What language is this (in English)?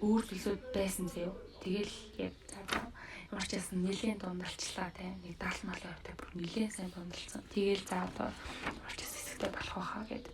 Mongolian